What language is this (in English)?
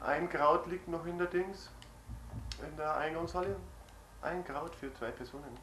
Bavarian